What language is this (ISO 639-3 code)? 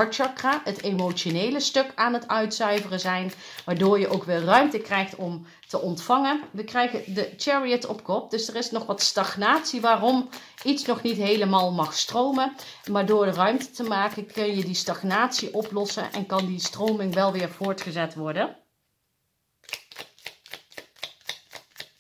nld